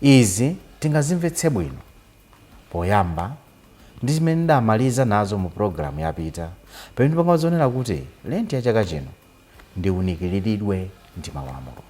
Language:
Nyanja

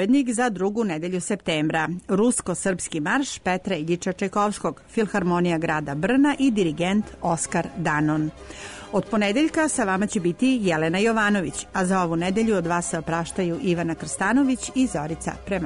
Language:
Serbian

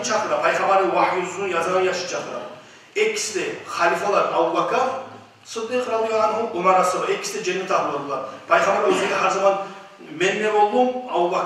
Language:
Kumyk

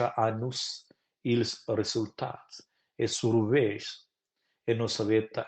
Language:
Romansh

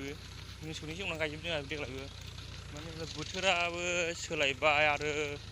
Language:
Bodo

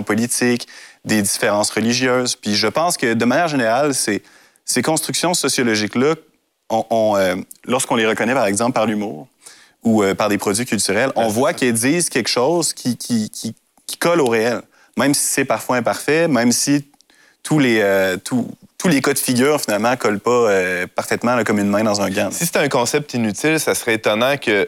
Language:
French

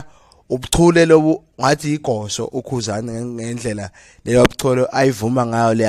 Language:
Zulu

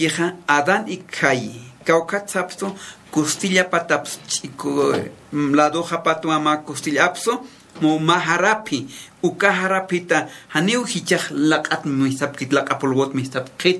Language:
Aymara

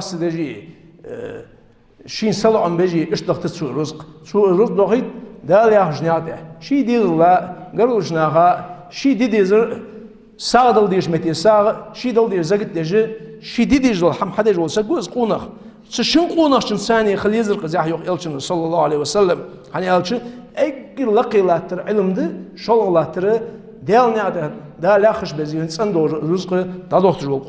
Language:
Ingush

